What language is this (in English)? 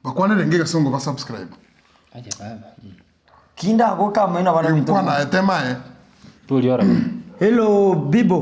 Gusii